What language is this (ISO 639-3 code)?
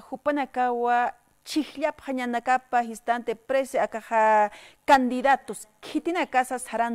aym